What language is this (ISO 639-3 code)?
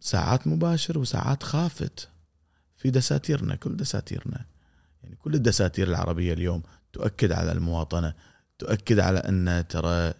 afb